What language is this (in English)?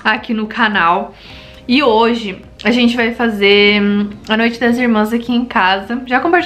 Portuguese